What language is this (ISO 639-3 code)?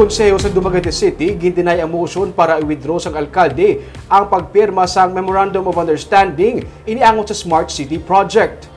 hil